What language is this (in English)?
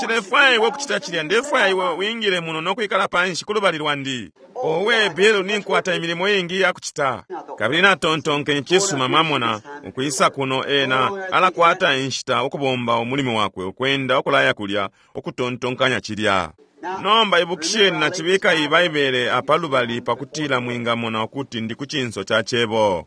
Bemba